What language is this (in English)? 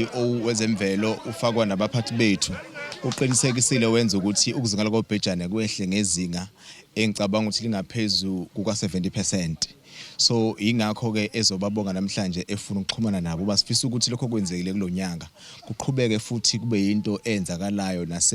Zulu